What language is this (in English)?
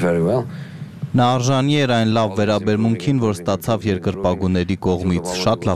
Armenian